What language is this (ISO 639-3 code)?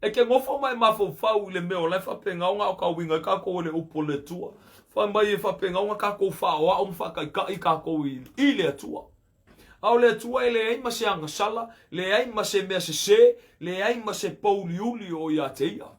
smo